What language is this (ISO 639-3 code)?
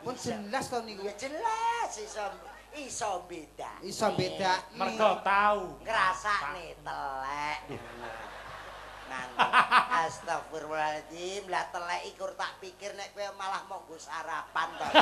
jav